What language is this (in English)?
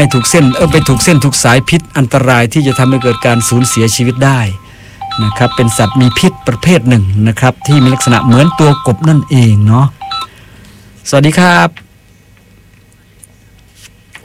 Thai